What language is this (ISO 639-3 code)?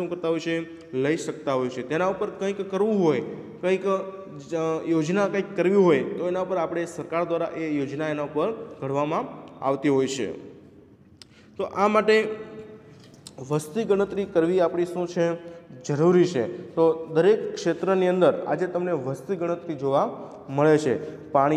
guj